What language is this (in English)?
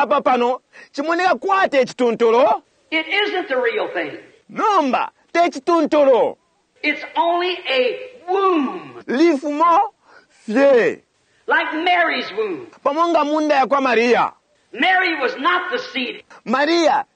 Bemba